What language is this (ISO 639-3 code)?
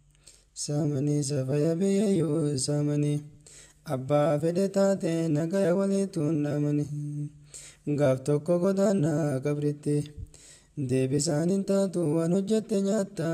orm